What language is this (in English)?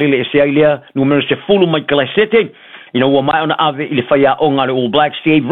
Samoan